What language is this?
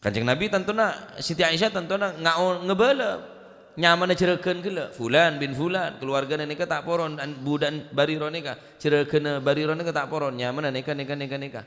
Madurese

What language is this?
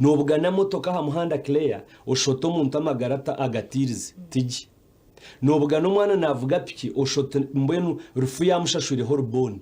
Nyankole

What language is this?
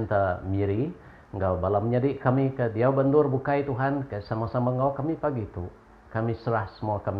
Iban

